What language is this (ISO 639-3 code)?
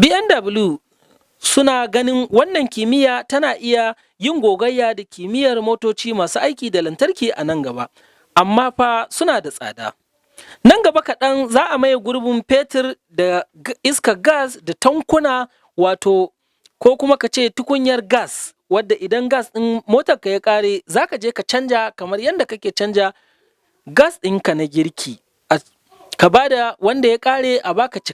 hau